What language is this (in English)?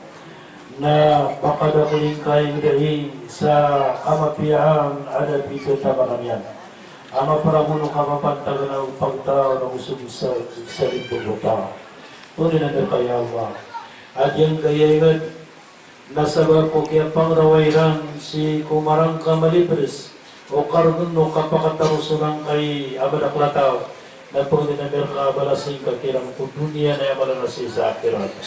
Maranao